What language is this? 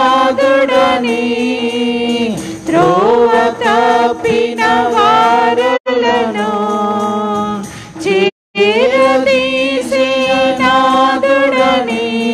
Telugu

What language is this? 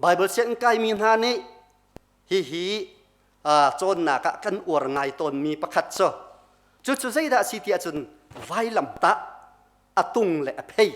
Hakha Chin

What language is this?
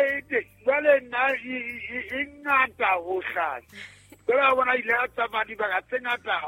Southern Sotho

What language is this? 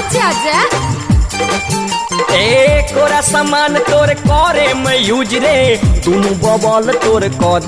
Bhojpuri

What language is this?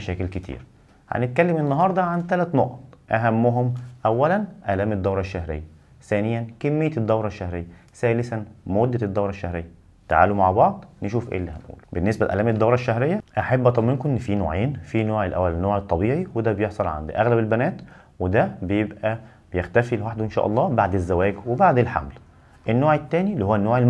Egyptian Arabic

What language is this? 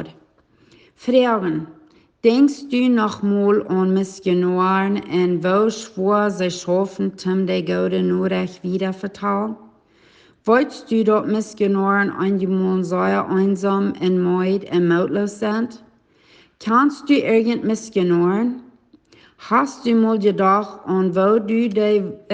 Plautdietsch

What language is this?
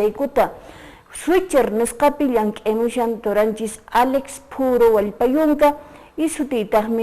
Quechua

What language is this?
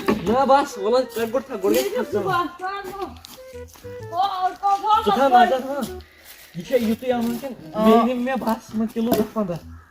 Kashmiri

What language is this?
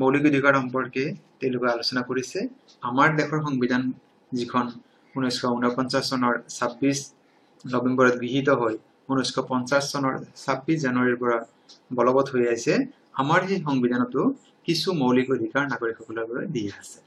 Assamese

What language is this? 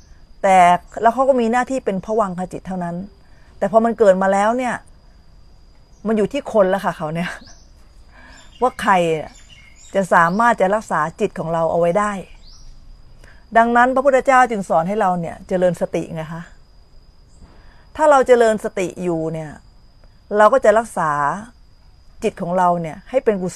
Thai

